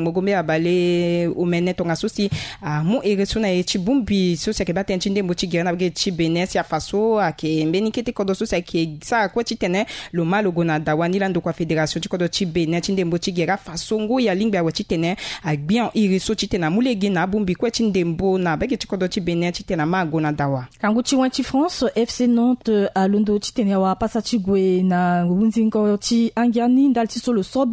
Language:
Sango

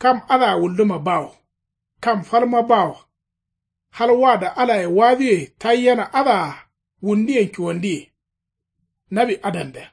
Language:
Kanuri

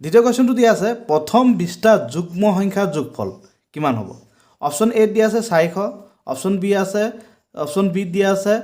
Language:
Assamese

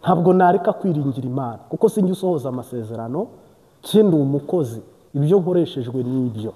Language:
Kinyarwanda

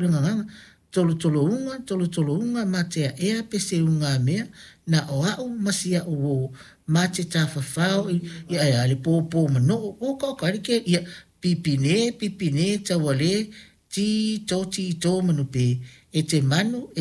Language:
Samoan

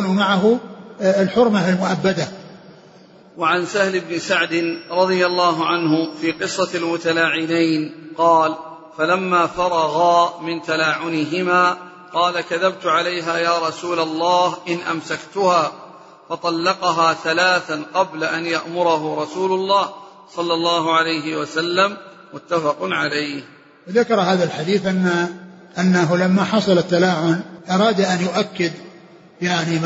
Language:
Arabic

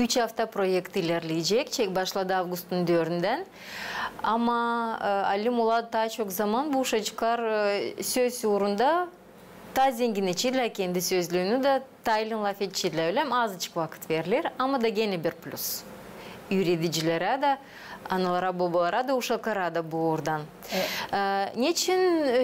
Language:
Gagauz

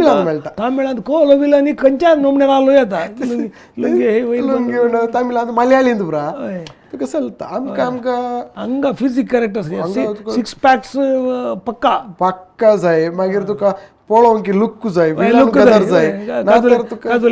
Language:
Konkani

